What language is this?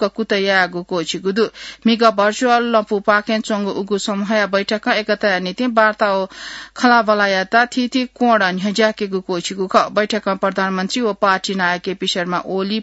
Newari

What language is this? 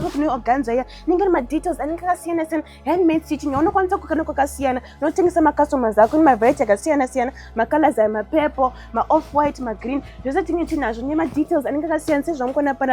Shona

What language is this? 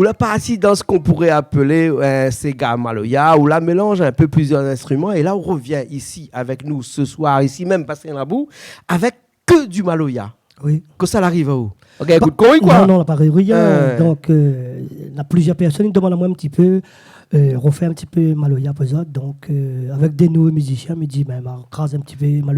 Réunion Creole French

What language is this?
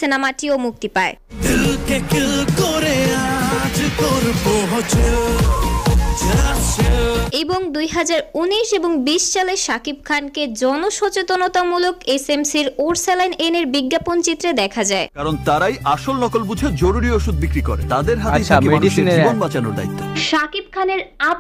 Bangla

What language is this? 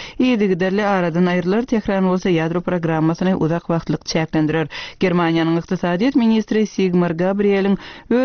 Turkmen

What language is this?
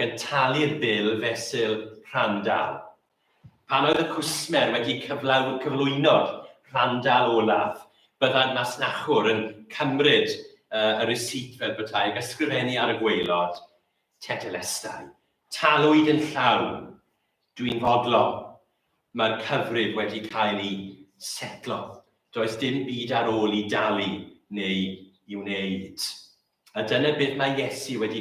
Welsh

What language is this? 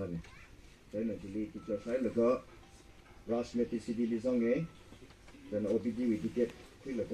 Tangkhul Naga (India)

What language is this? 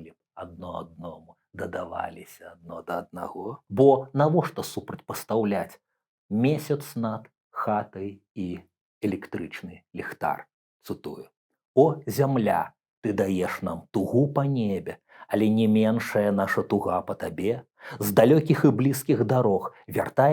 Belarusian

